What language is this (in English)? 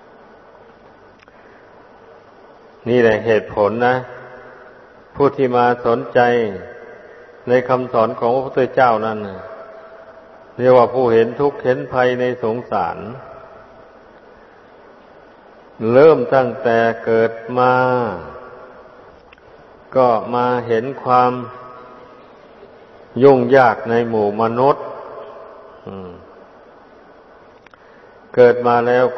Thai